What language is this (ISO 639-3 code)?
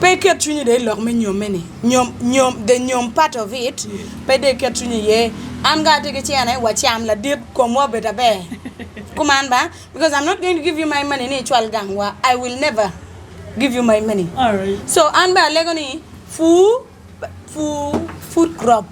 ach